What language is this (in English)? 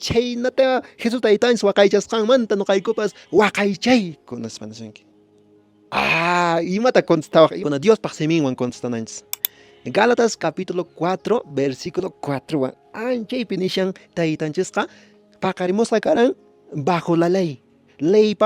Quechua